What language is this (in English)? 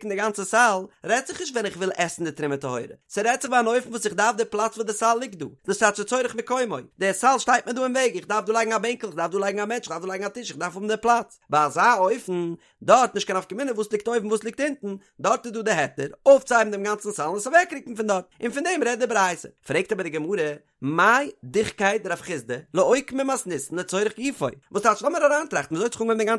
Yiddish